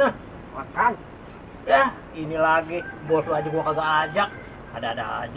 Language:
Betawi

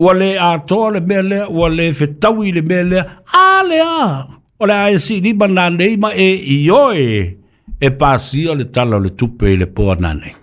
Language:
Samoan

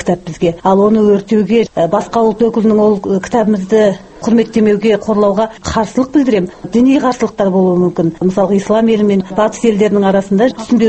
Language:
Kazakh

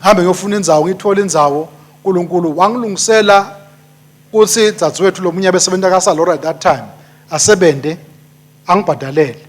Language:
Swati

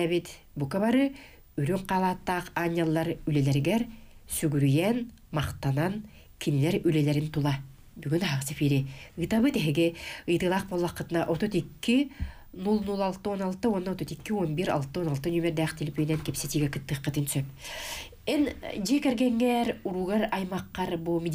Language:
Yakut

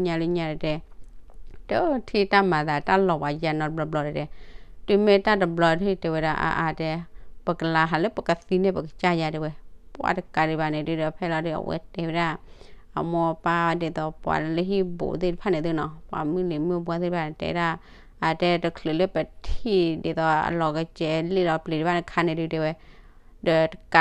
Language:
S'gaw Karen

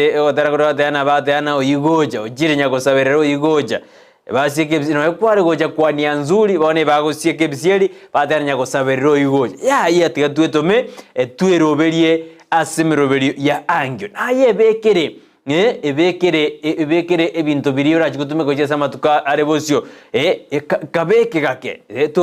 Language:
Gusii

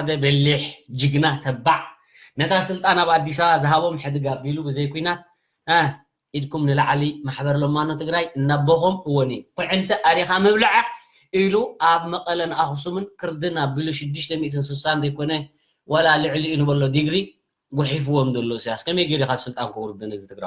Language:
Tigrinya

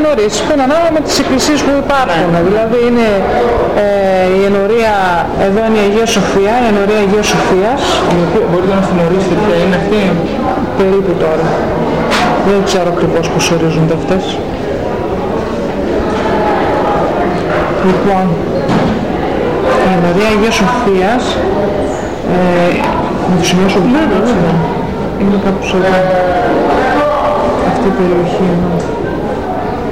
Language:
Greek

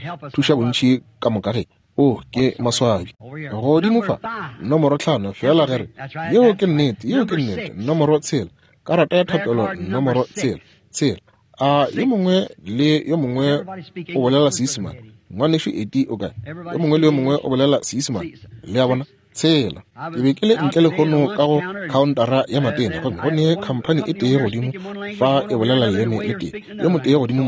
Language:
Northern Sotho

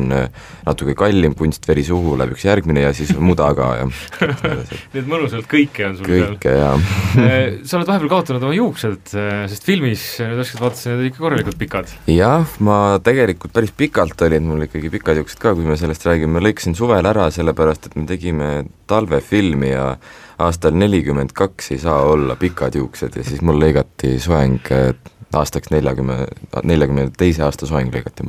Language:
Estonian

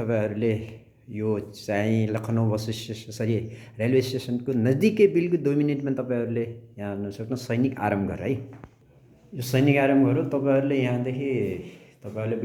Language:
Nepali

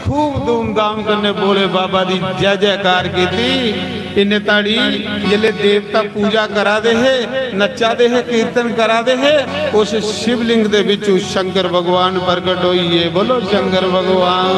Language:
Dogri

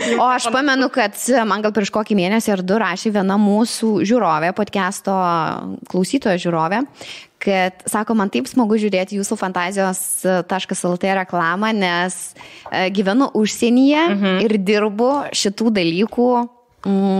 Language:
Lithuanian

